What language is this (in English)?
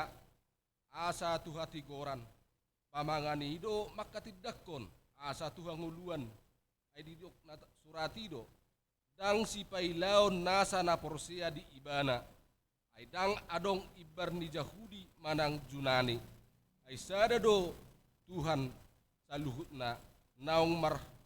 Batak Toba